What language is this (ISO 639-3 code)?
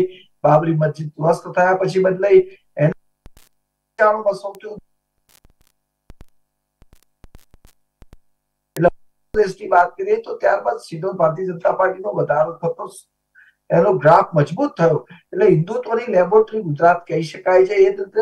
guj